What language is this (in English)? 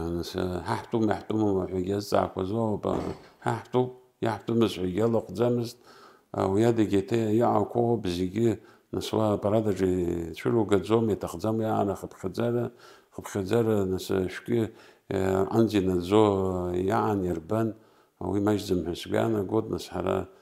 Abkhazian